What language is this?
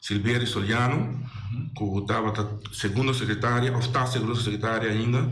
Papiamento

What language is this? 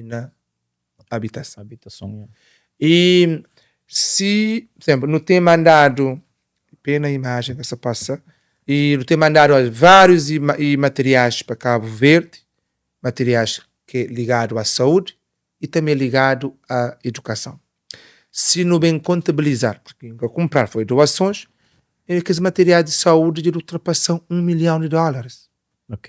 Kabuverdianu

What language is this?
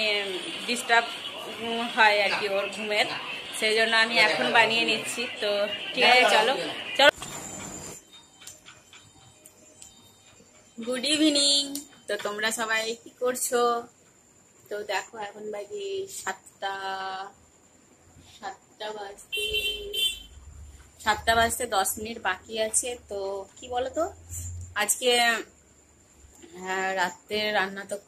Bangla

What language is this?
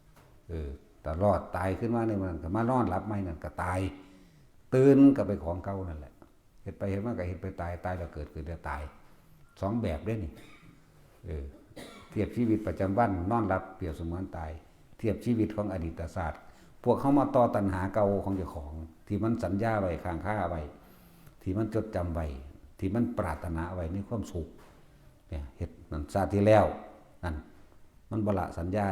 Northeastern Thai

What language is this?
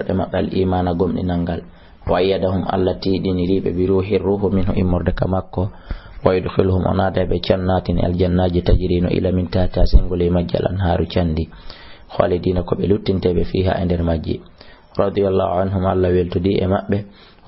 Fula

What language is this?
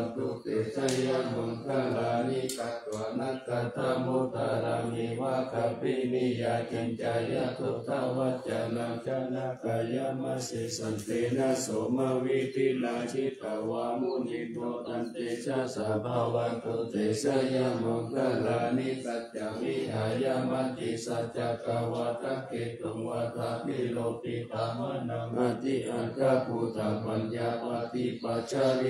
Pali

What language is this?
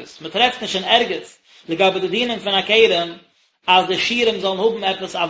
Yiddish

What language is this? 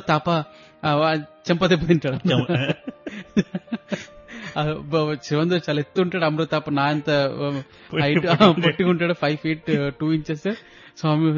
Telugu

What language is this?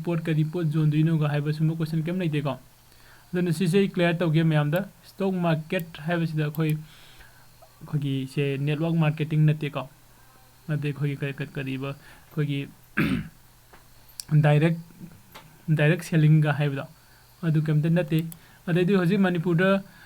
Manipuri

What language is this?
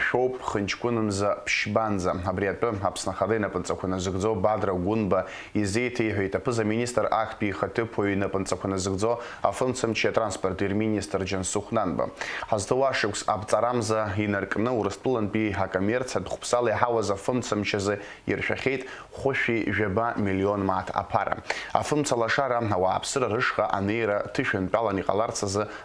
Abkhazian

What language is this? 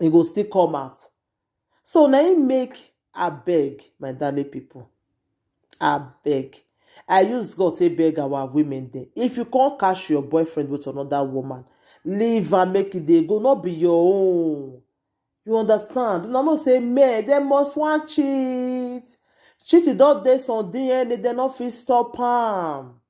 Nigerian Pidgin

